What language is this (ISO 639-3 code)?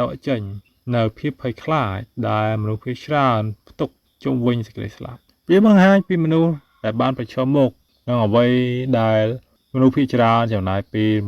khm